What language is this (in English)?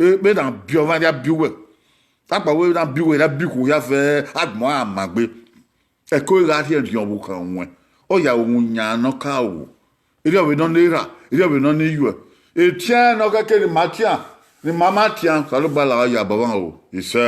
Bini